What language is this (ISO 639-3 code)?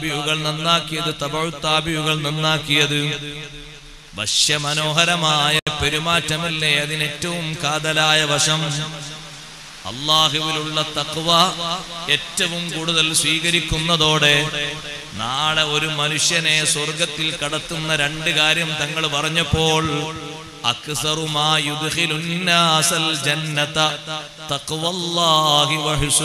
mal